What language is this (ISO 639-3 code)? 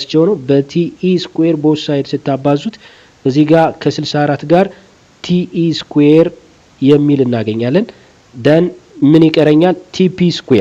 amh